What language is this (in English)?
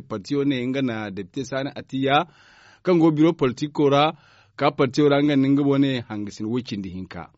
Zarma